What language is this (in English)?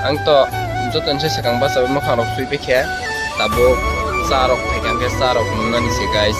Kok Borok